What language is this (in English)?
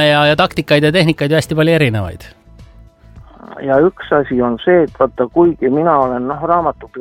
Estonian